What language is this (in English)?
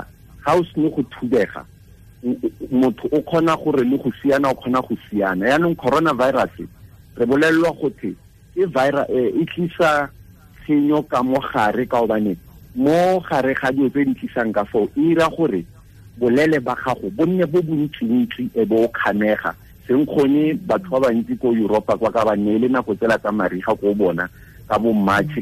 Tswana